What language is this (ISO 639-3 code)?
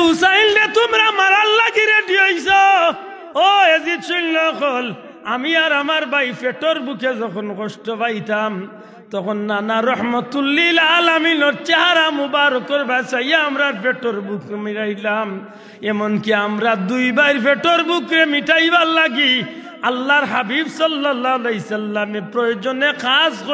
syl